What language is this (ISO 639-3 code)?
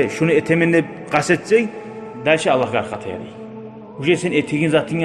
kum